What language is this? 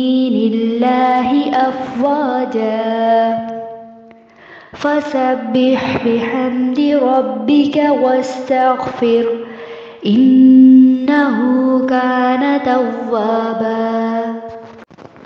Arabic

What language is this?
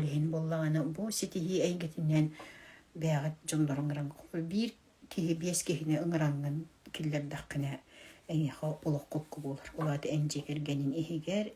Yakut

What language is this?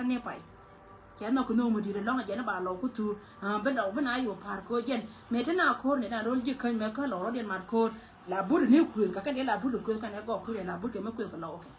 Nuer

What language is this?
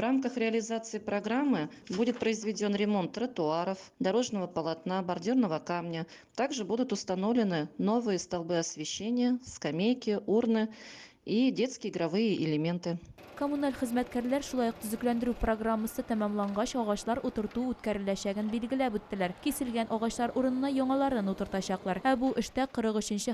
Tatar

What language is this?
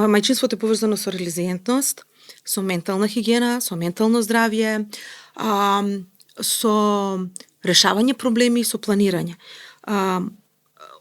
Macedonian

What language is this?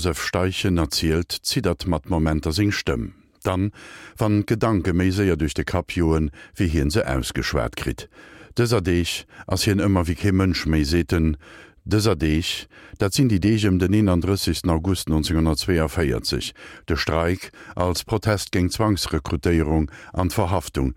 Luxembourgish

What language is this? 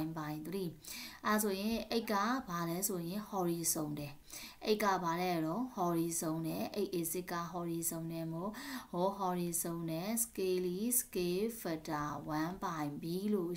Burmese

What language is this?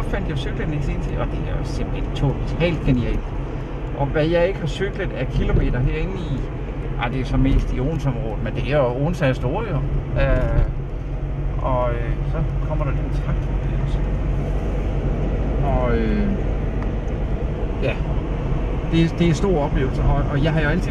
Danish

